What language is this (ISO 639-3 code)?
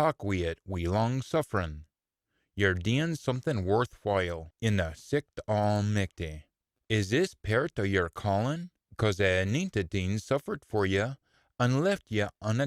sco